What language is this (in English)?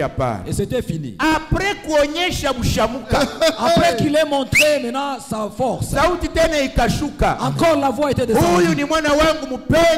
Swahili